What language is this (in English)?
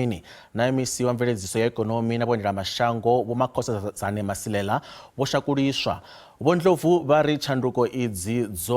Venda